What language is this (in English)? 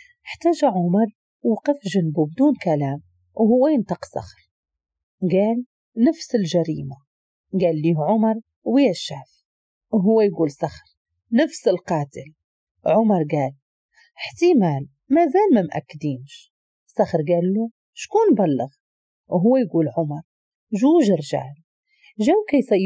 Moroccan Arabic